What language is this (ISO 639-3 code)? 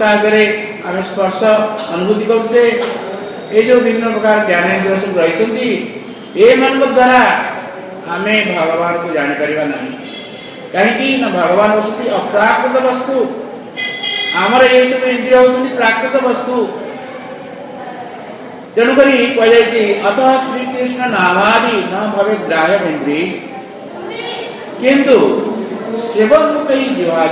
ori